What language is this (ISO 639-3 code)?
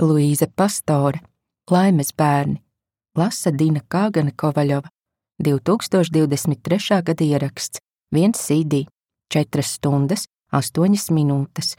lav